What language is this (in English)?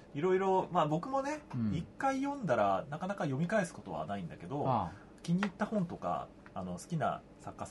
Japanese